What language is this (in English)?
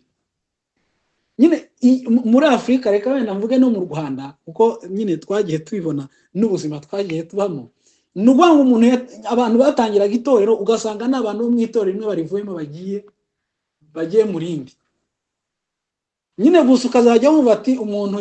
Kinyarwanda